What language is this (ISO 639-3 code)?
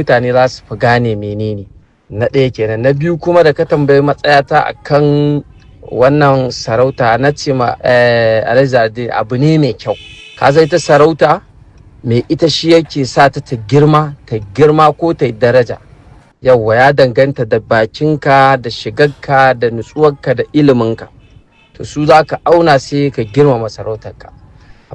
hau